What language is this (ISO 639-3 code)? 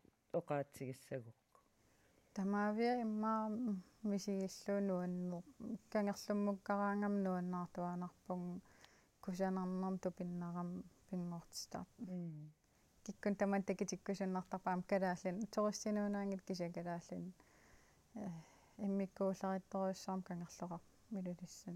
kal